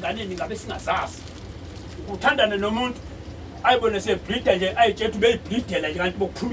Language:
Zulu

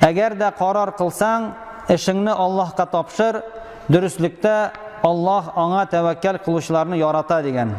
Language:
Tatar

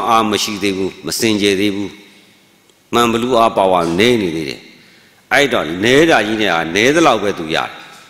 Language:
Burmese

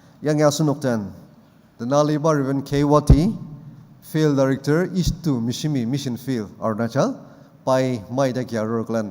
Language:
Ao Naga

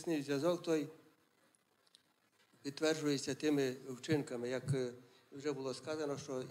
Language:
Ukrainian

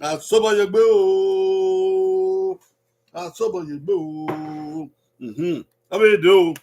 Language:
Bini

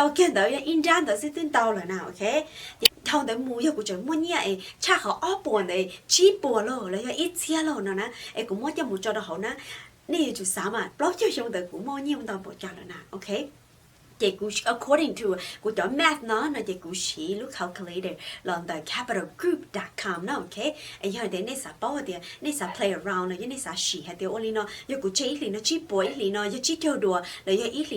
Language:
Hmong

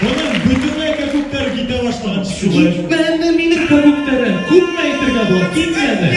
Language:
Bashkir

